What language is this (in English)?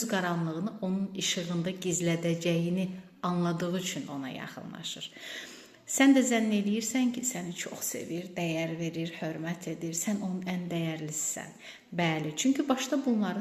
Azerbaijani